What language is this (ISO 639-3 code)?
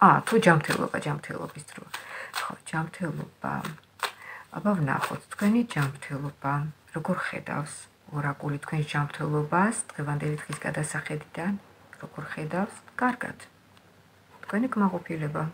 kat